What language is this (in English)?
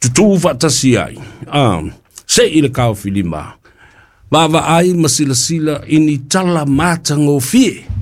Samoan